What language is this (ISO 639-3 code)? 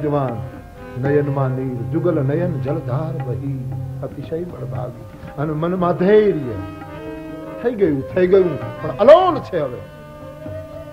guj